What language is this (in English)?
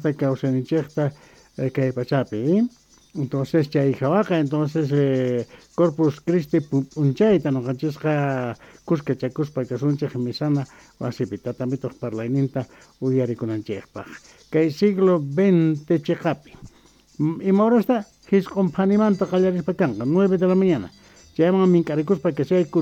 South Bolivian Quechua